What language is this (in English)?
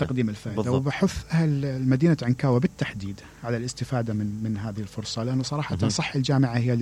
Mesopotamian Arabic